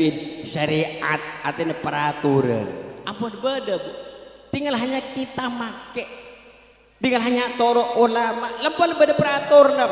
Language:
Madurese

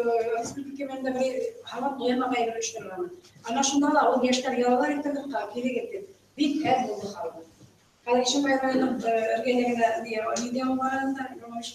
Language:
Bashkir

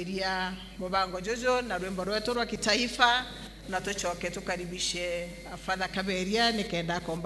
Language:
Meru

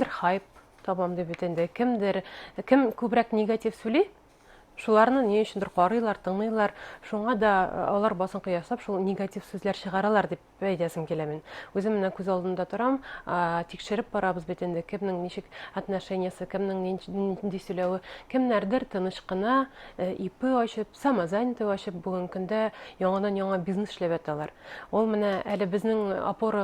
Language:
Bashkir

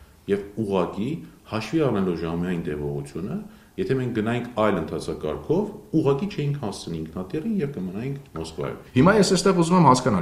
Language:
Armenian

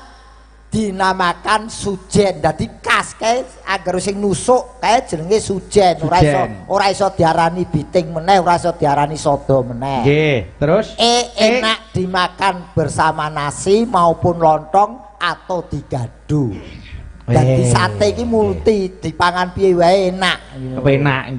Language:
Javanese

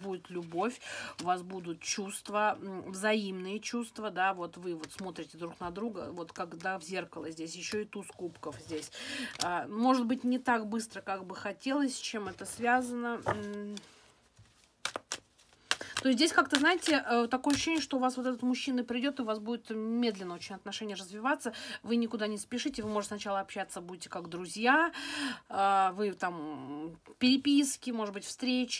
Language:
Russian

